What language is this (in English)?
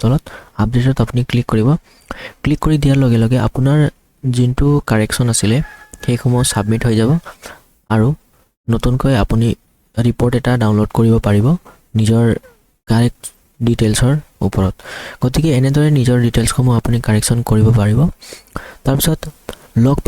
Assamese